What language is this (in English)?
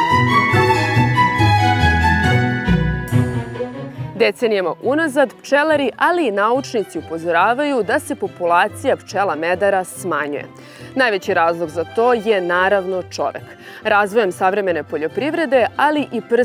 Serbian